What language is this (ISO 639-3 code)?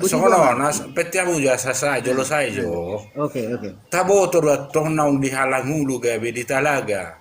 bbc